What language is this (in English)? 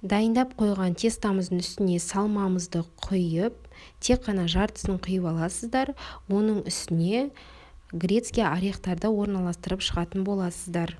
Kazakh